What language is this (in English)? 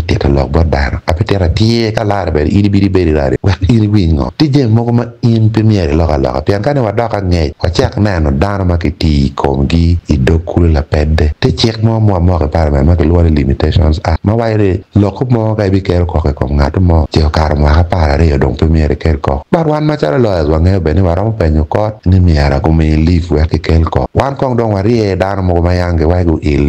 Acoli